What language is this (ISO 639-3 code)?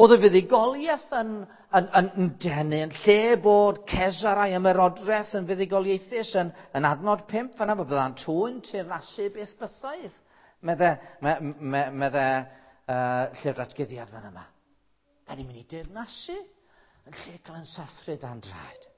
cym